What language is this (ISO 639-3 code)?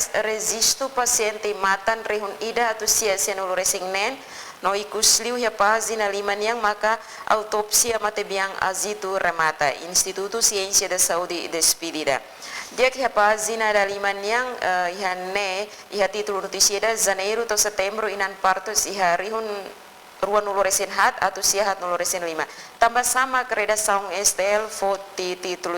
tet